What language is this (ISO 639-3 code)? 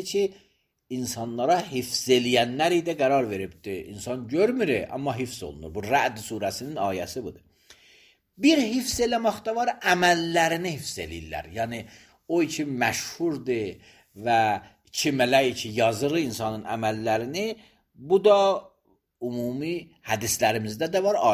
aze